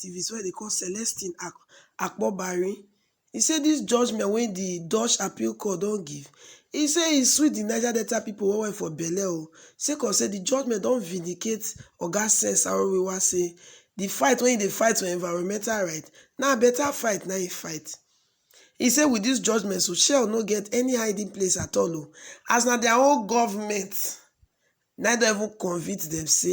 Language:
Nigerian Pidgin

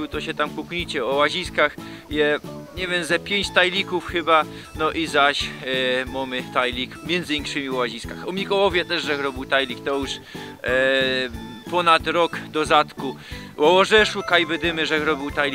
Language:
Silesian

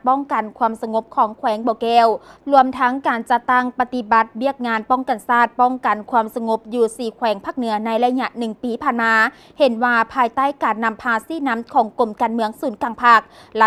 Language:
Lao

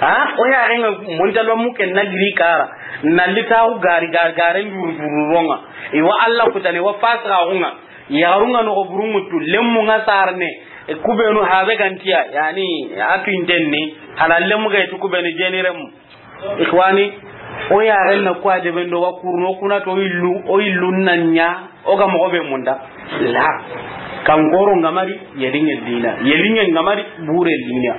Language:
Soninke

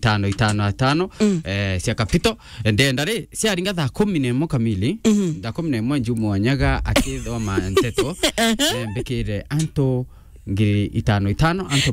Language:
Meru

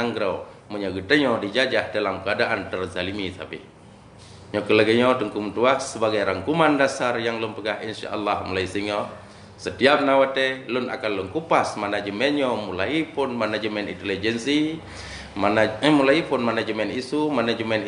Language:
Achinese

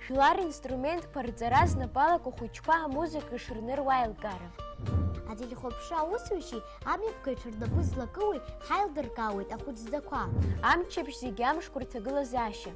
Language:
Abkhazian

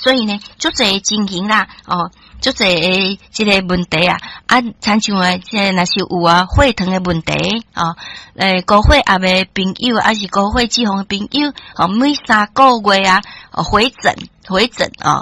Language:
Min Nan Chinese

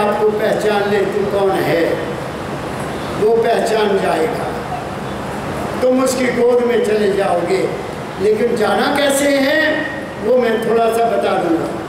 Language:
Hindi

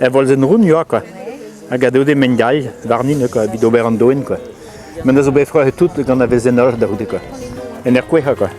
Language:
Breton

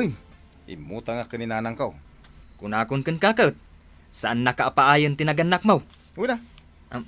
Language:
Iloko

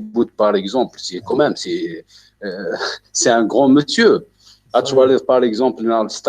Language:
Kabyle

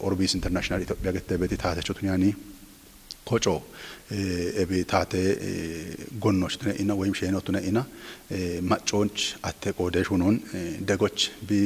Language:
Kafa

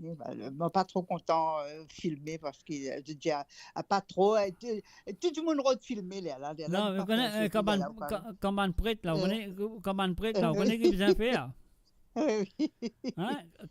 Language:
Morisyen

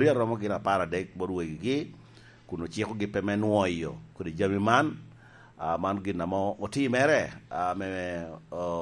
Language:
Lango (Uganda)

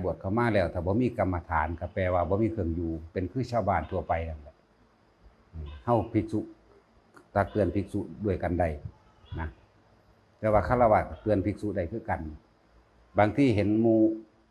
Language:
Northeastern Thai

